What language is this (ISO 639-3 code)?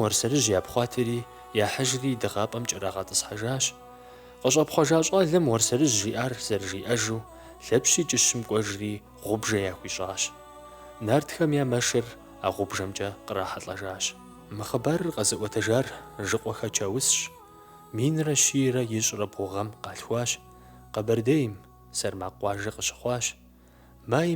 kbd